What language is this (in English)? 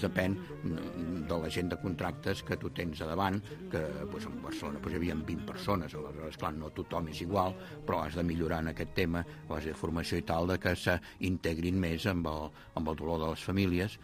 Catalan